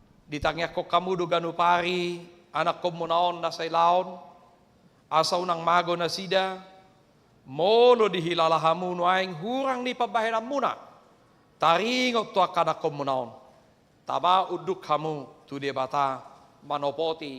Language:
Batak Toba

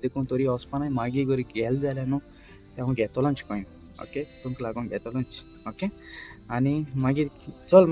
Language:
Konkani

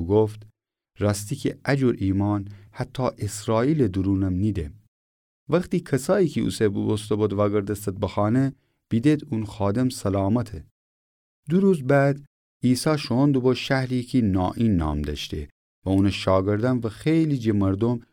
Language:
Gilaki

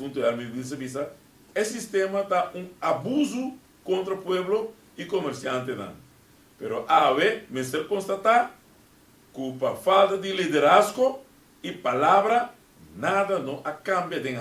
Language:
Papiamento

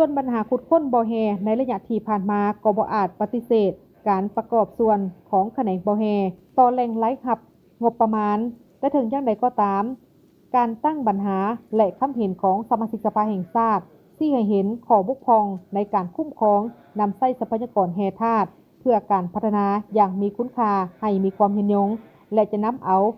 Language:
Lao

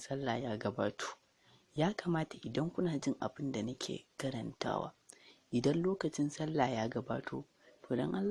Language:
Hausa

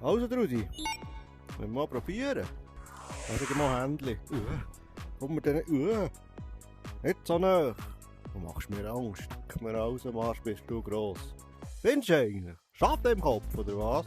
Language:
Swiss German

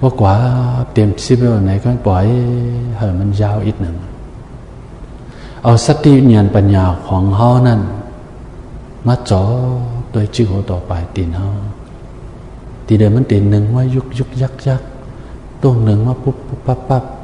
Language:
Shan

